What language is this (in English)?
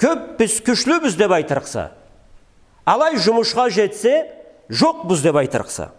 Karachay-Balkar